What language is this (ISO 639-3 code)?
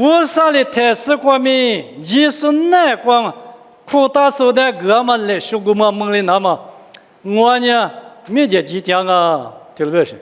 lis